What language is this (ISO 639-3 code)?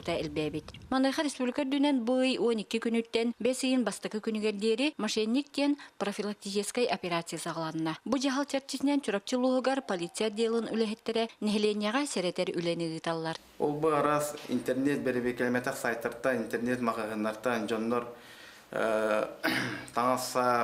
sah